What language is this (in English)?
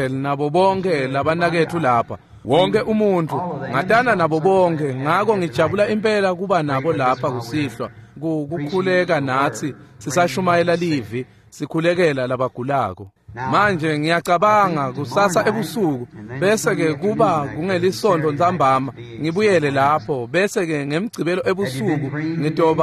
Swati